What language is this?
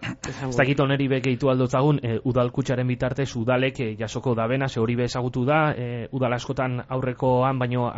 Basque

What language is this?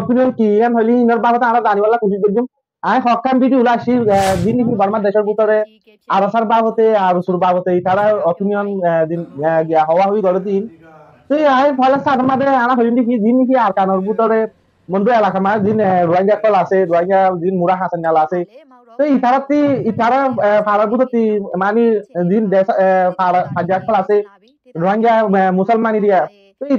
Rohingya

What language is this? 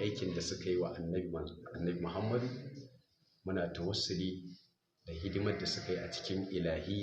Hausa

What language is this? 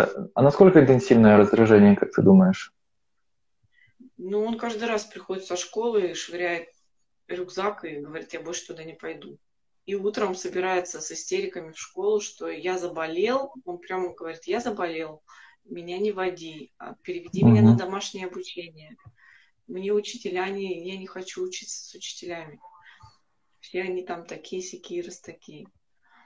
Russian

